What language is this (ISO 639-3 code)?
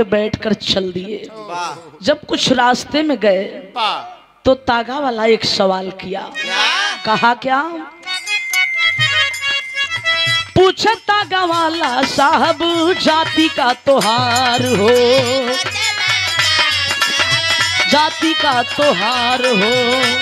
bho